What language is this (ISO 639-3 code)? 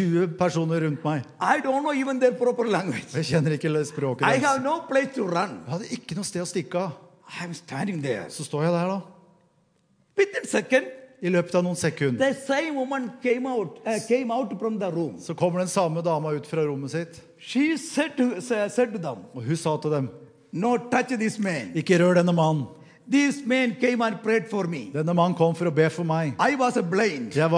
nor